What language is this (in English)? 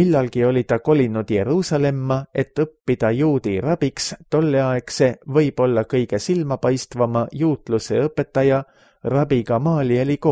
Estonian